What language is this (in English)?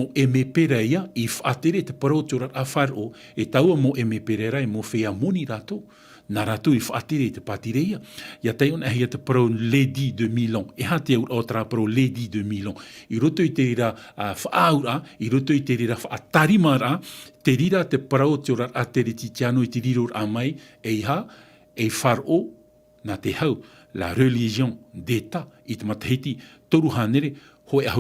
Tahitian